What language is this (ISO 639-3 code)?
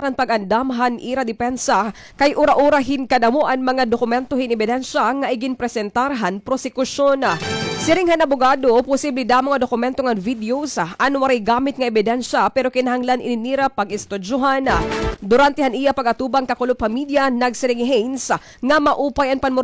war